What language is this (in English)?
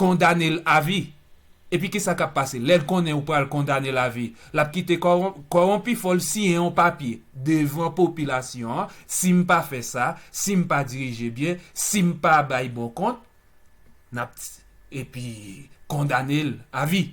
Haitian Creole